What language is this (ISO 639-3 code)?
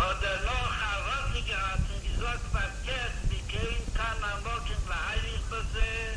yid